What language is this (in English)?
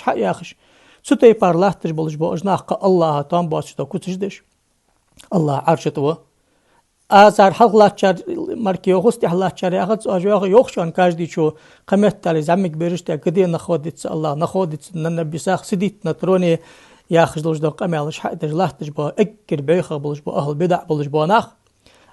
Ingush